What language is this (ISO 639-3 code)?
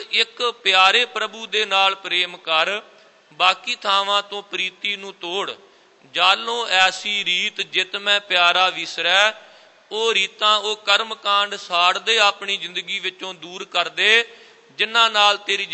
pan